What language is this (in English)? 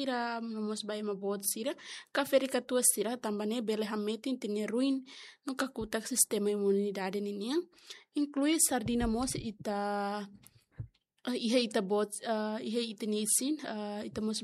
Tetum